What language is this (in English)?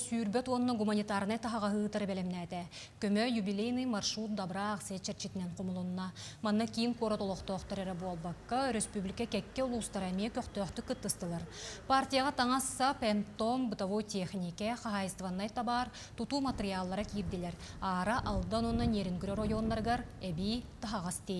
Yakut